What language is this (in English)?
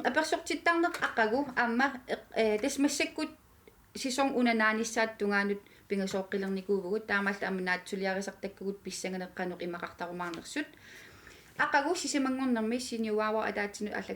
Kalaallisut